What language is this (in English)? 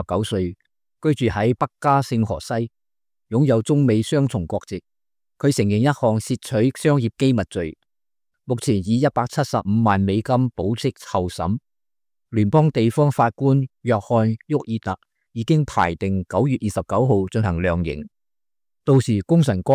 Cantonese